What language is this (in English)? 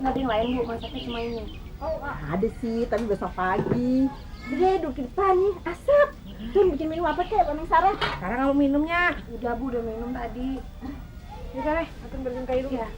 Betawi